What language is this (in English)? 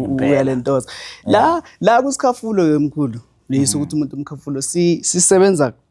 Zulu